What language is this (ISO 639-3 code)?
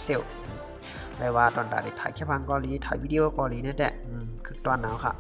shn